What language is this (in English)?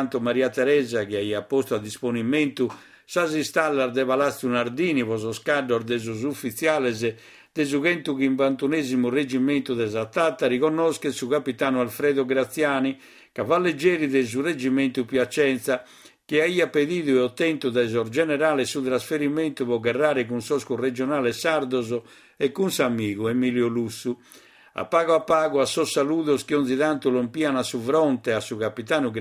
Sardinian